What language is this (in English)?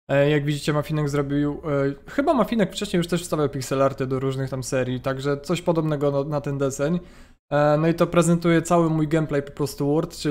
Polish